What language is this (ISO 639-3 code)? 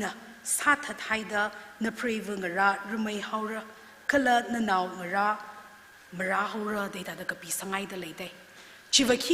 nmf